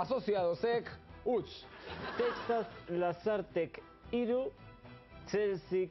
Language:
Basque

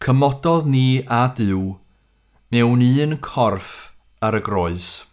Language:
Welsh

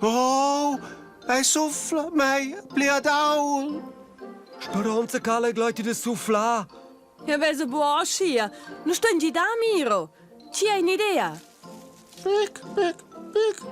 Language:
Romansh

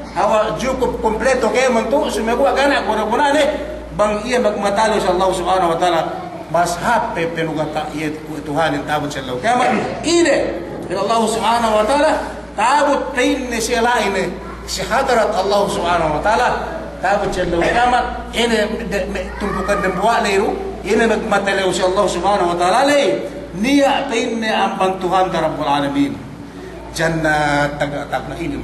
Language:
Yakan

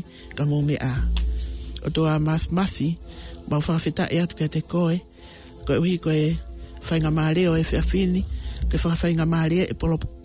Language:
Tongan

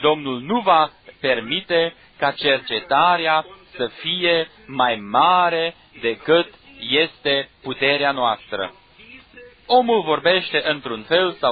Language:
Romanian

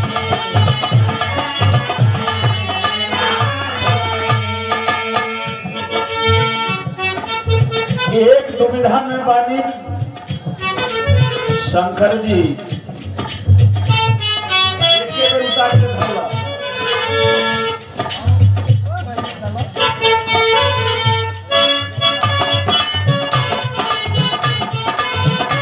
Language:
Bhojpuri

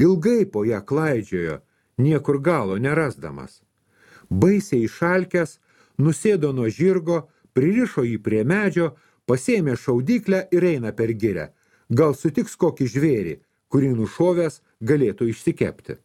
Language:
Lithuanian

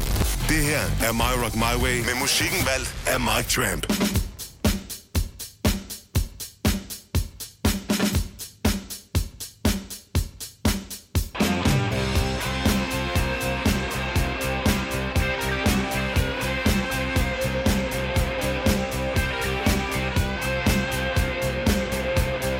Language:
Danish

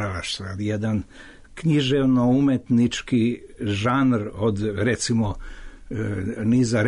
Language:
Serbian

